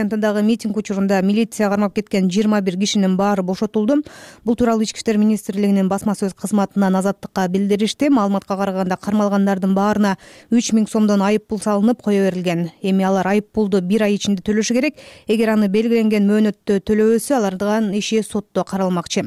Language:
Kyrgyz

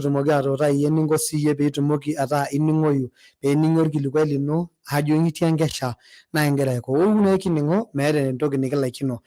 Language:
Masai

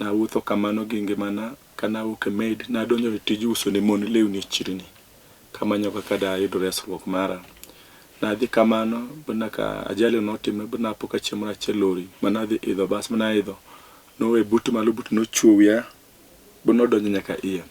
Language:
Luo (Kenya and Tanzania)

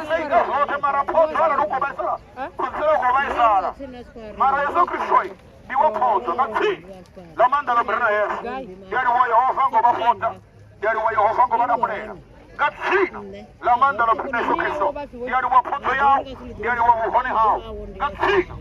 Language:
Venda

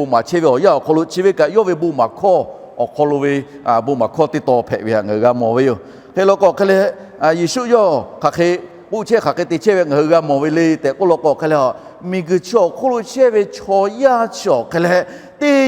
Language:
Lahu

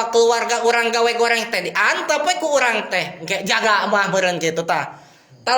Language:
Sundanese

